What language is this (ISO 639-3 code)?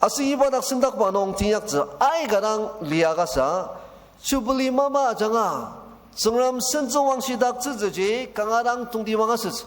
njo